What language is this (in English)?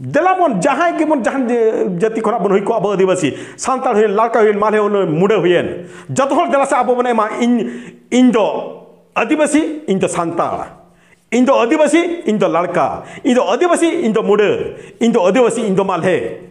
Santali